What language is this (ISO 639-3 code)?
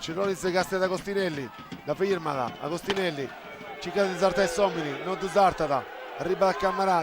srd